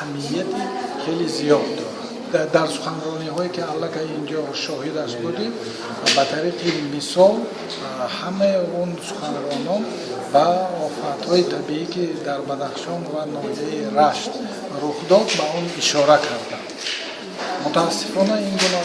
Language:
Tajik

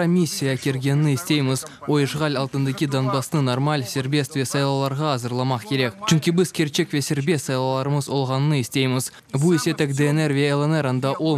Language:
Crimean Tatar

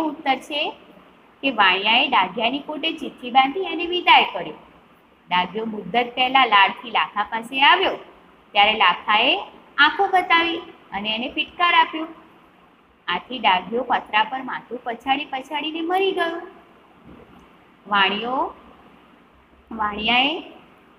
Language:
Gujarati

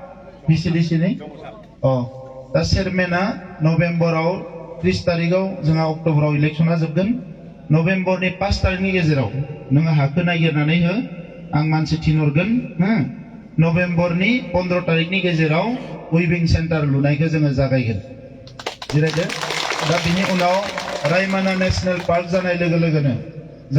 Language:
Bodo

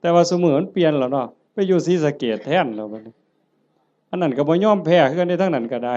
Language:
Northeastern Thai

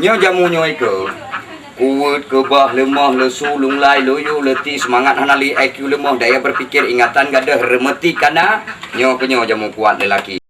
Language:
Achinese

